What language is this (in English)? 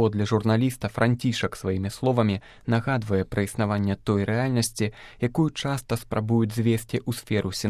Belarusian